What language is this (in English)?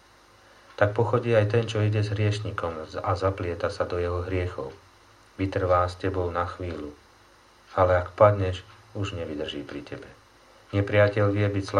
Slovak